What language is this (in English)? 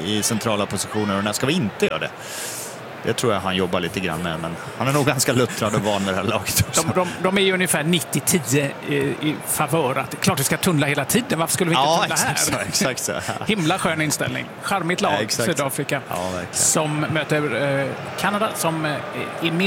Swedish